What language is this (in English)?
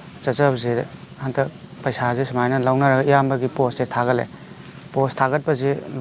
Manipuri